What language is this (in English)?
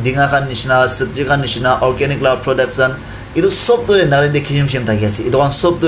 Naga Pidgin